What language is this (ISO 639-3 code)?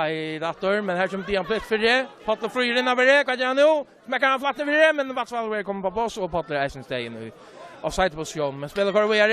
fao